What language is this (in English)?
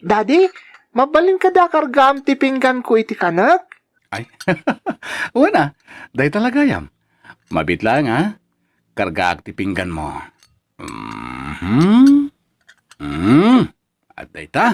Iloko